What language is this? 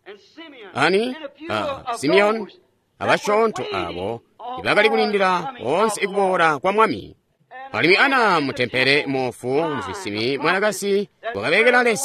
Tonga (Zambia)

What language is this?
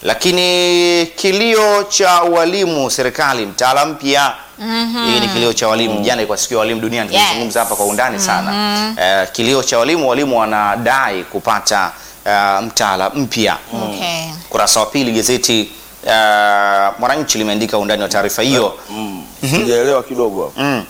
Swahili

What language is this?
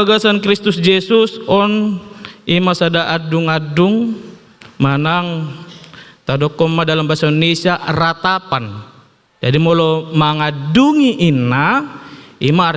Batak Toba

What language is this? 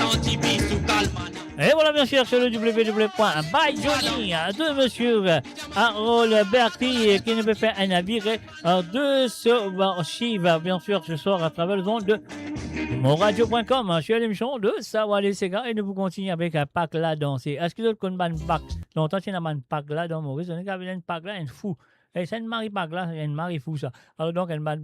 Morisyen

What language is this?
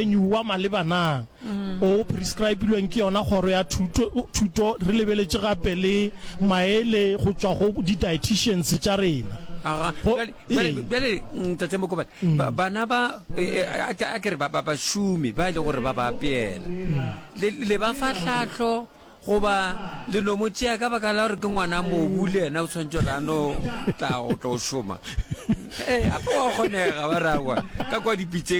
Northern Sotho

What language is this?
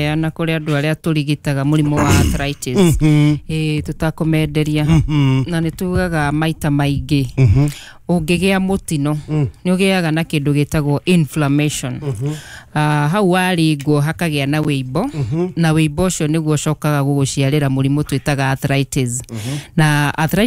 Kikuyu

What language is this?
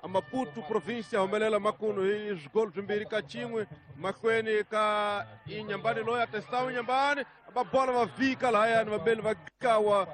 Tsonga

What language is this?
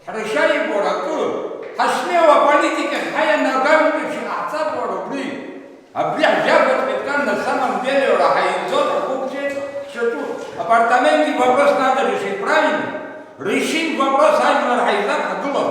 Abkhazian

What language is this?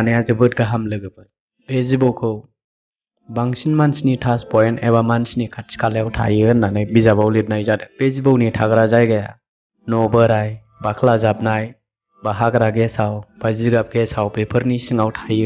Bodo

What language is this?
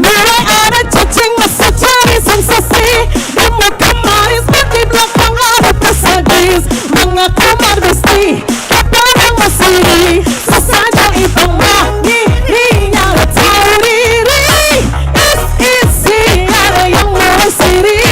Manado Malay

